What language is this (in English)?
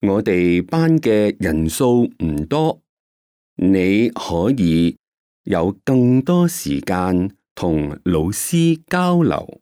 Cantonese